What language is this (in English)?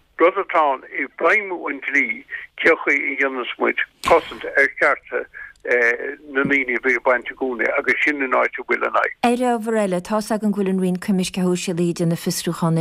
Irish